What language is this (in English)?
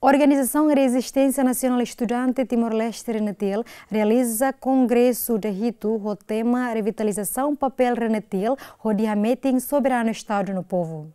Tetum